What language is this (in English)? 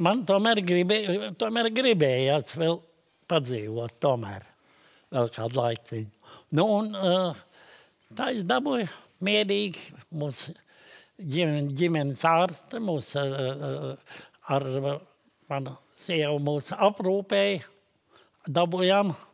Latvian